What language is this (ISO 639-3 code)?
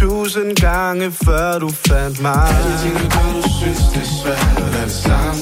dan